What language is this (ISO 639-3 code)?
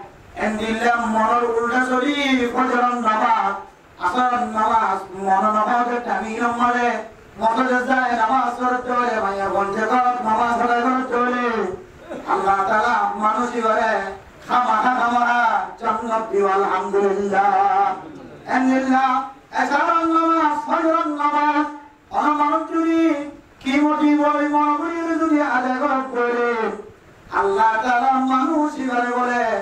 rhg